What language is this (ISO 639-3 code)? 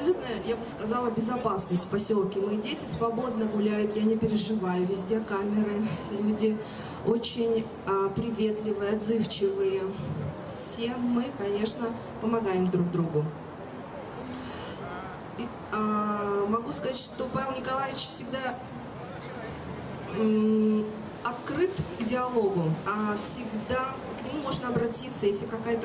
rus